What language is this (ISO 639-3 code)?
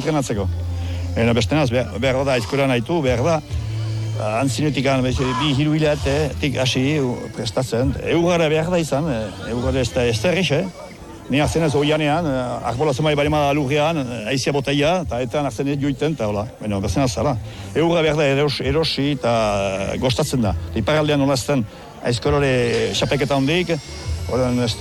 eus